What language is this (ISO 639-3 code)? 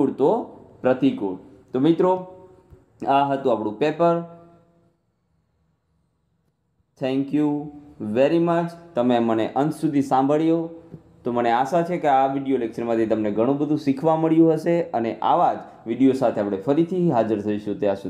guj